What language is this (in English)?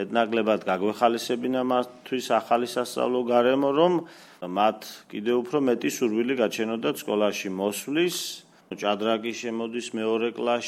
Georgian